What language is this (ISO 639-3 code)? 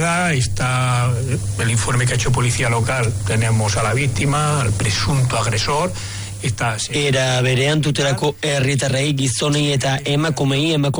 eus